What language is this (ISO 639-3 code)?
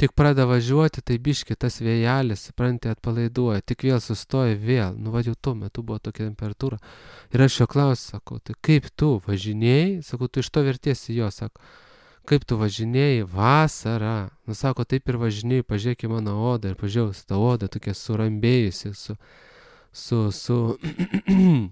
lit